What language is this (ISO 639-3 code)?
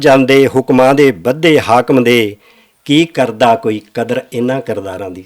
lah